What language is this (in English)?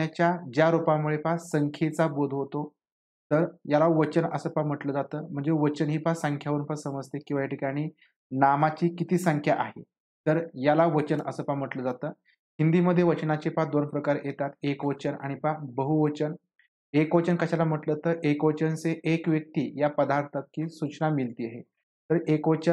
Marathi